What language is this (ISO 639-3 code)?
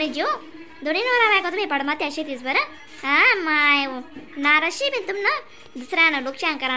khn